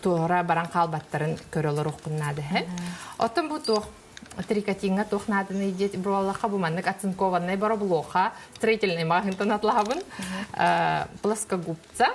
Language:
Yakut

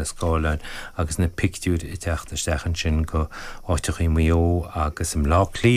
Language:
Irish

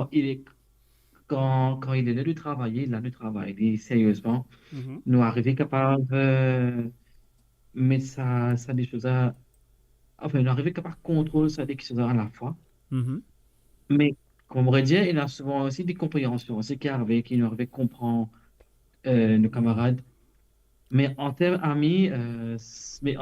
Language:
Morisyen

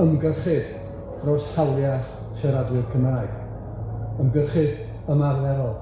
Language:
Welsh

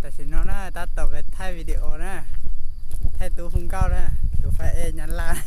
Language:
Hmong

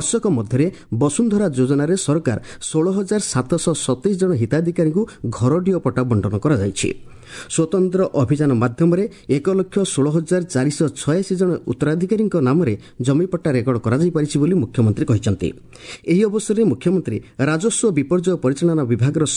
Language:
Odia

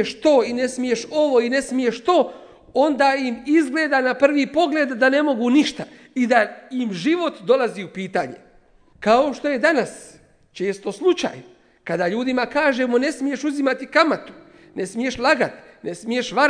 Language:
Bosnian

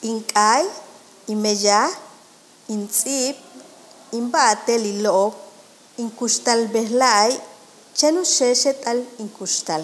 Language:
Yucateco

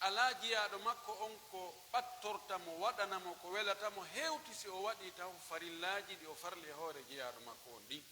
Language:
Pular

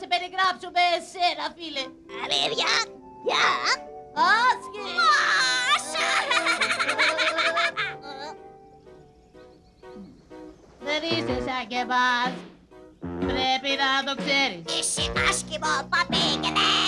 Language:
Greek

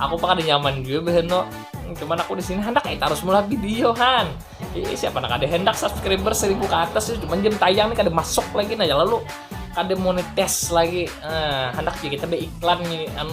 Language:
Banjar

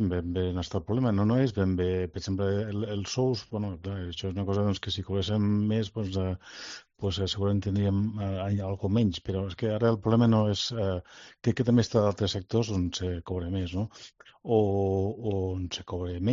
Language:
Catalan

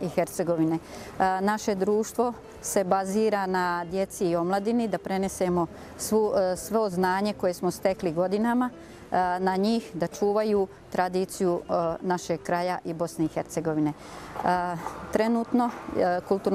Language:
Bosnian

